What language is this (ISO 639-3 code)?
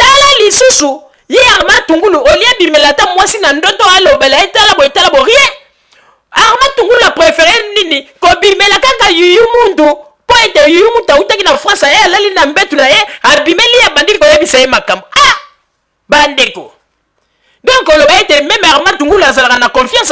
lin